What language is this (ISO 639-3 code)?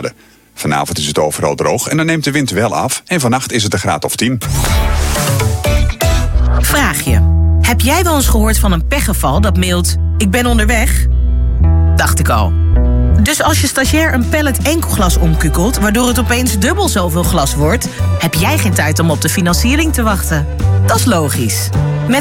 nld